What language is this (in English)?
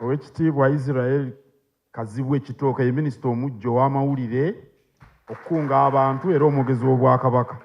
Ganda